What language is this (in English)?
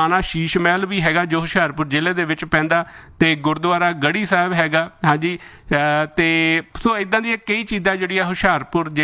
Punjabi